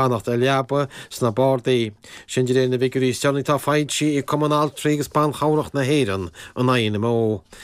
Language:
Irish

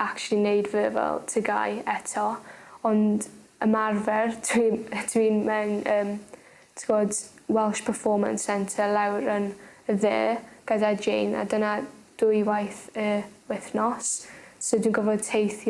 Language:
Welsh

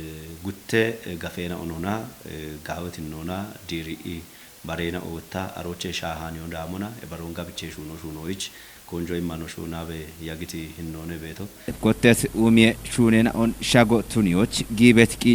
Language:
Kafa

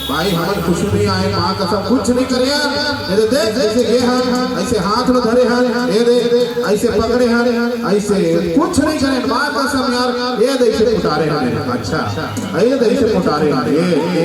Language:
Chhattisgarhi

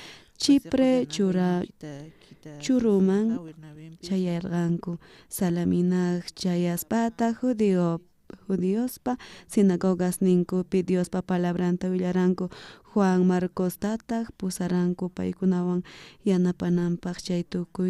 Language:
South Bolivian Quechua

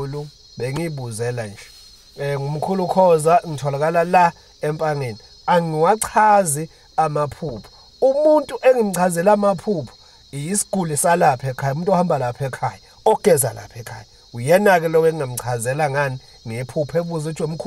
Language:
Zulu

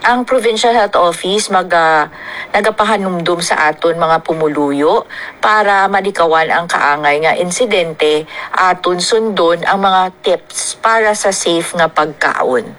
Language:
Hiligaynon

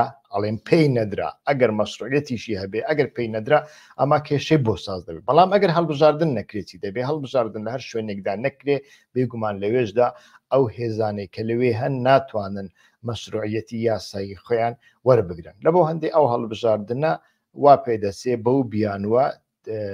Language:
Central Kurdish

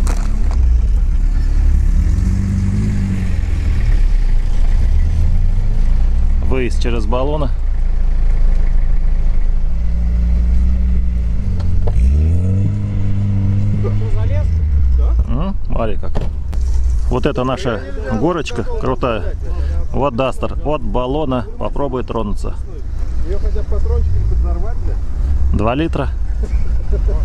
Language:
Russian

